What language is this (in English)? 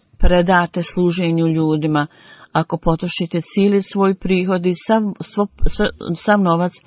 Bosnian